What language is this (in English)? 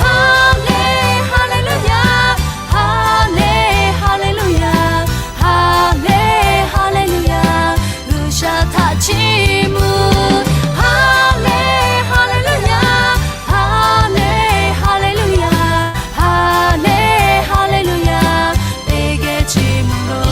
Lahu